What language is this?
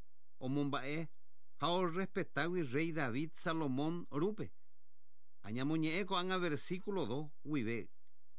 Guarani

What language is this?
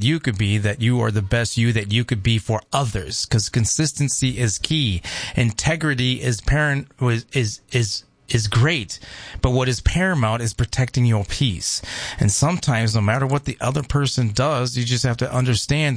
English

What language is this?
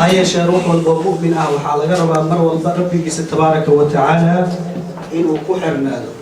Somali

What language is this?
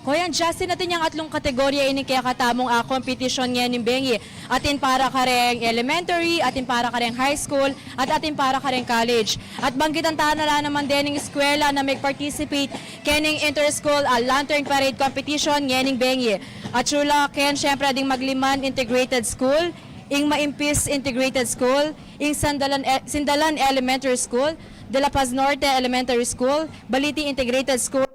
Pampanga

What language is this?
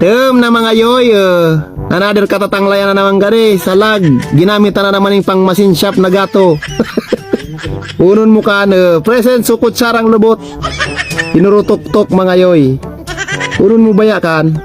Bikol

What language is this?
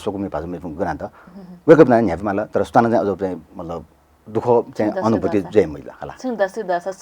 Newari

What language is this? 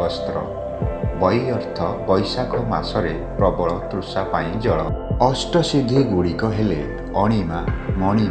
Odia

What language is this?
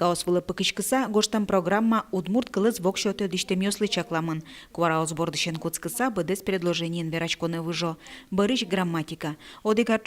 Udmurt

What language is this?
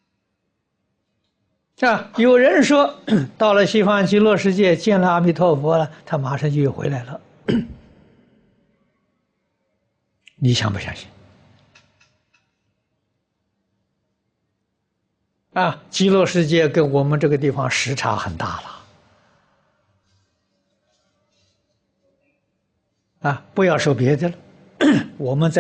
Chinese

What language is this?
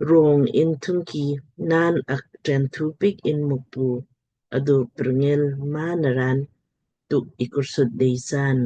Lamkang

